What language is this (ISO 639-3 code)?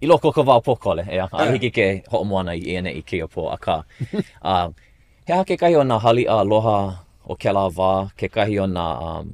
haw